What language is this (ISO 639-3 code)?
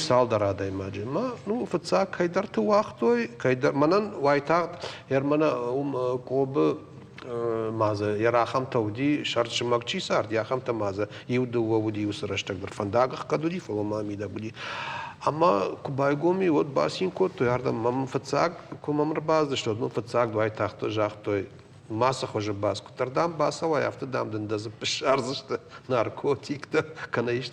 oss